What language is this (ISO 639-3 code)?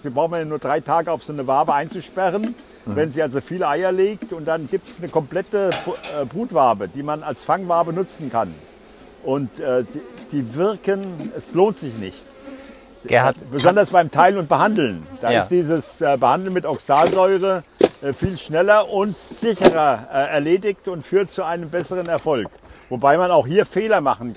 deu